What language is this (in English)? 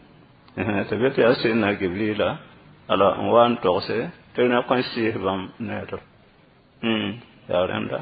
Mossi